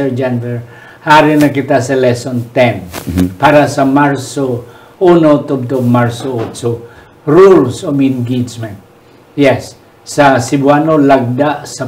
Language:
Hiligaynon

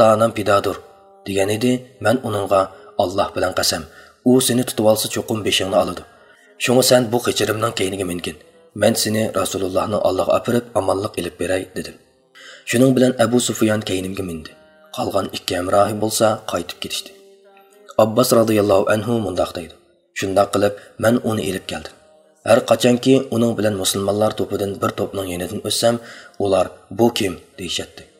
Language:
Uyghur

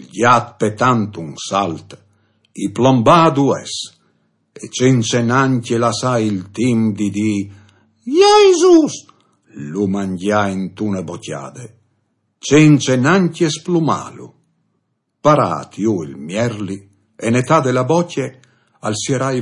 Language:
Friulian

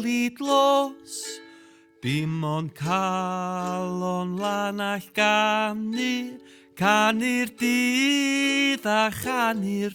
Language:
Welsh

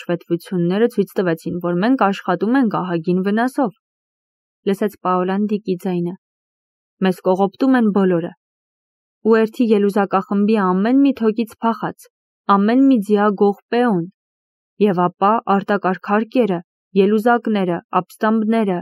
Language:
Armenian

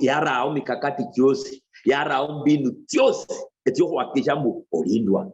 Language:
Luyia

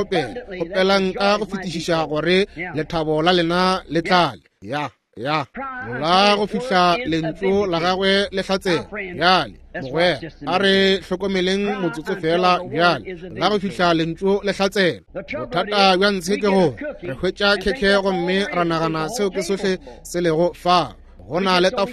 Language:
Northern Sotho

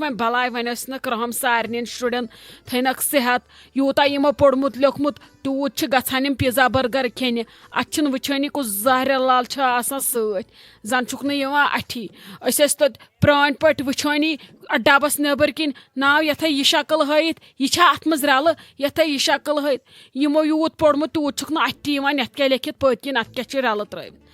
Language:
Kashmiri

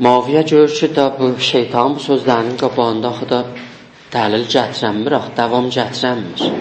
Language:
South Azerbaijani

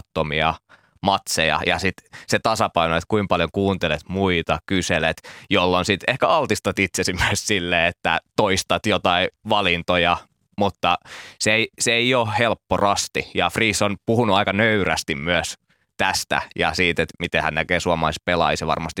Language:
Finnish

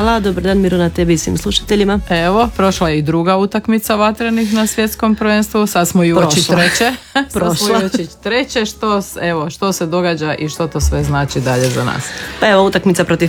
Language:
Croatian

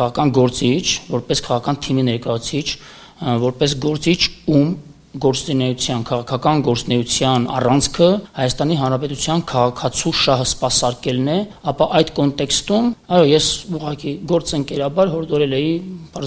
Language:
Armenian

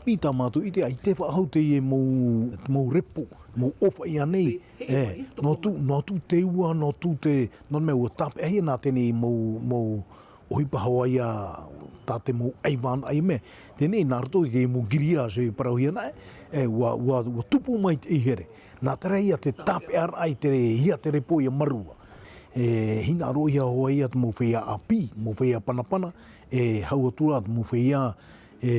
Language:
Tahitian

